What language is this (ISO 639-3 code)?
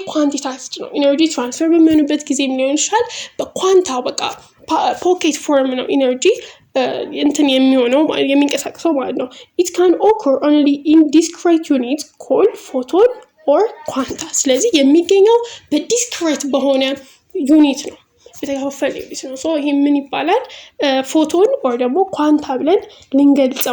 amh